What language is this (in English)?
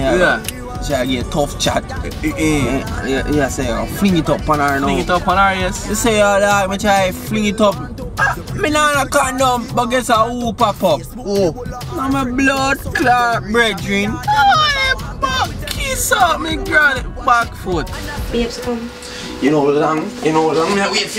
Jamaican Creole English